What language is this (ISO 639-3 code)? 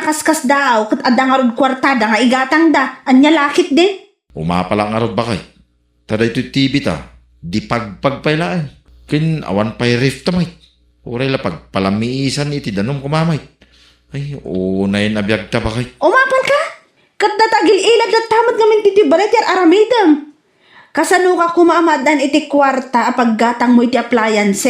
ilo